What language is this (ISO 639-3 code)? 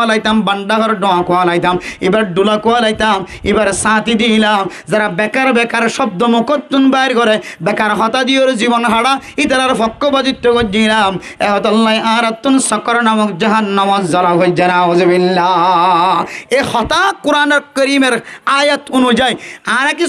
rhg